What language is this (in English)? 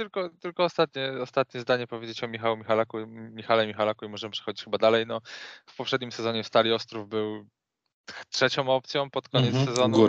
Polish